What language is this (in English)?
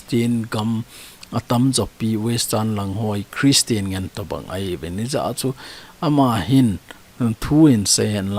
Thado Chin